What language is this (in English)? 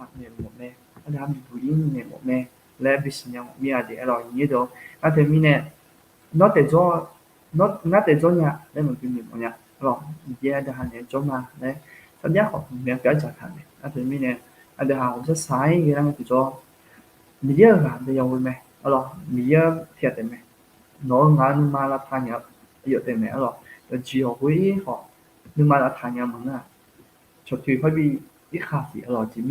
Akha